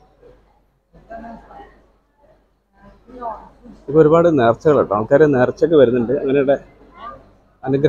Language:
Malayalam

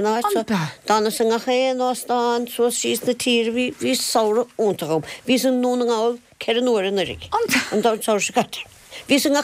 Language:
Irish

